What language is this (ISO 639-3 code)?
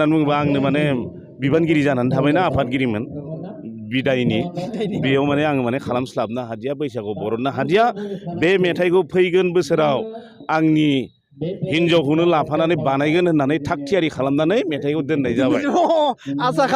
brx